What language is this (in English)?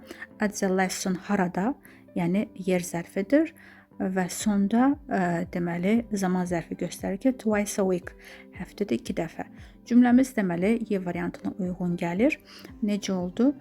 Azerbaijani